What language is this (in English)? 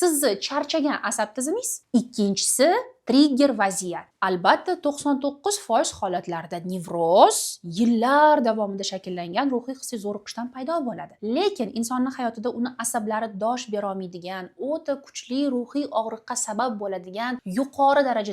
Uzbek